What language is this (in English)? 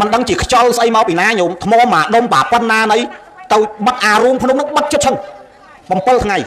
Khmer